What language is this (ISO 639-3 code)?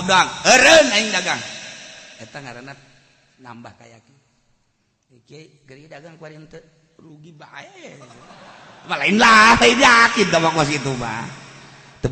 sun